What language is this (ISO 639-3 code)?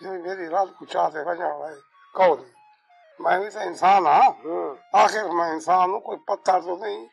skr